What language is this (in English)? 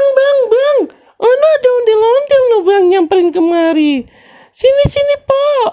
Betawi